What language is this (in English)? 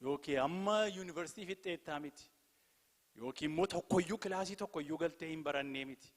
Oromo